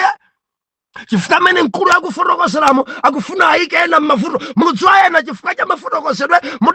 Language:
Nyanja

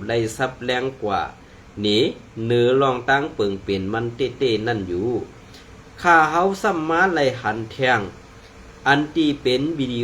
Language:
Shan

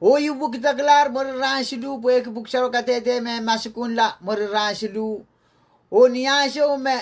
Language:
Pohnpeian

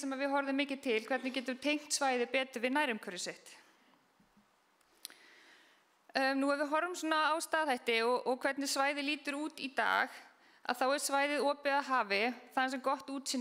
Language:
Icelandic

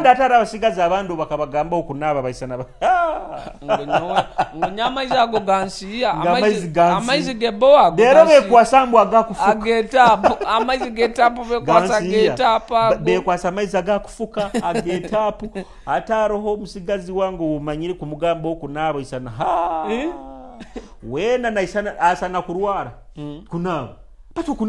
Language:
Nyoro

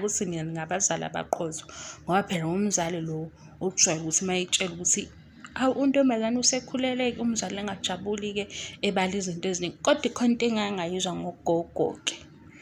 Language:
Zulu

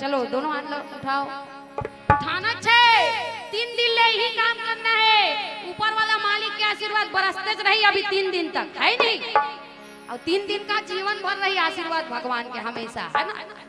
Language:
Chhattisgarhi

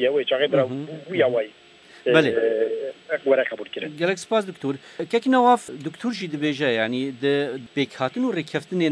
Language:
Kurdish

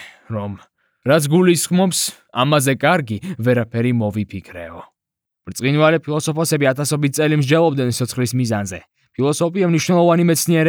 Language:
Georgian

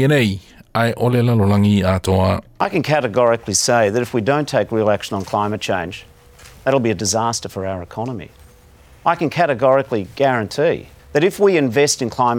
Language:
Samoan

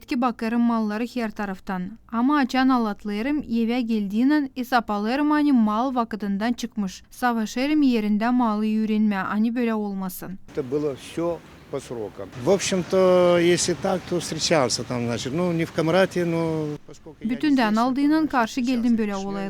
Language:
Gagauz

